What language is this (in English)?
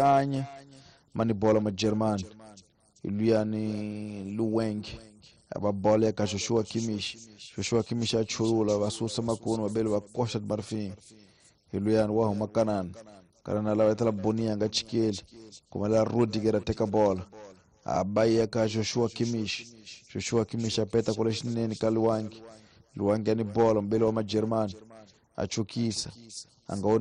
Tsonga